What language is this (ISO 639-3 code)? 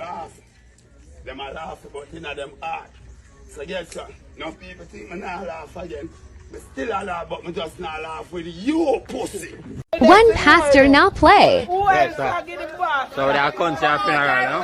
jam